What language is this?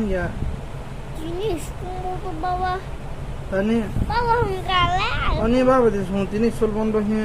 Kok Borok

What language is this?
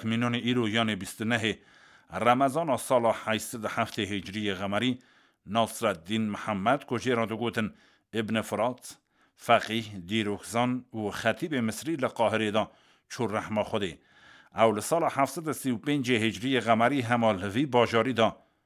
Kurdish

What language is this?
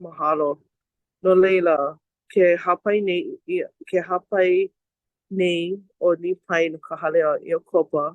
Hawaiian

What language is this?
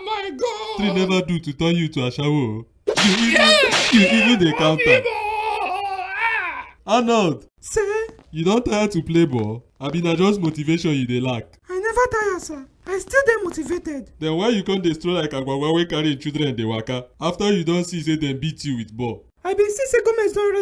Nigerian Pidgin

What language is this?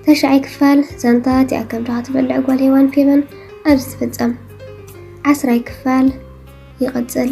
Tigrinya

